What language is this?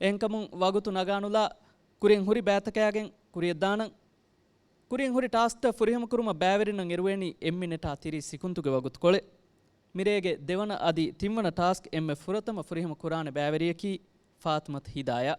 Divehi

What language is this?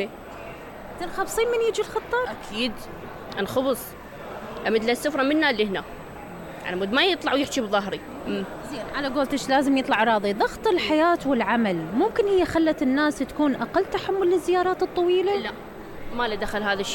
Mesopotamian Arabic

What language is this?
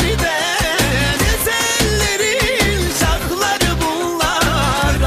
Turkish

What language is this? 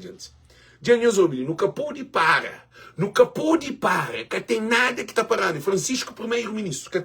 Kabuverdianu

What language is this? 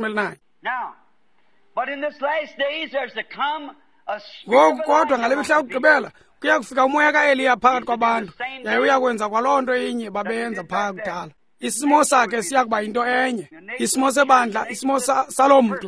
Xhosa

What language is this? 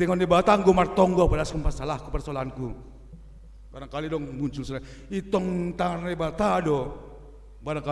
Batak Simalungun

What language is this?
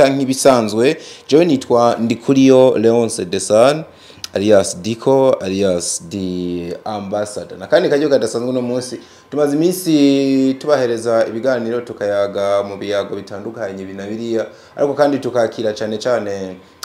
Rundi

